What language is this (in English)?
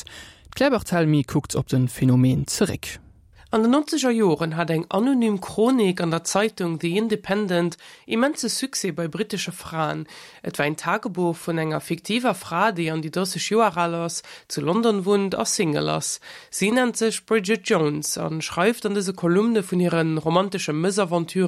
Luxembourgish